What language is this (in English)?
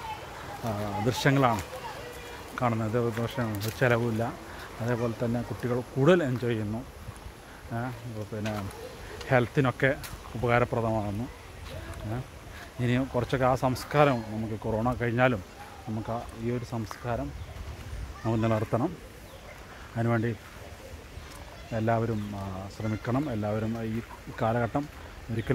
Malayalam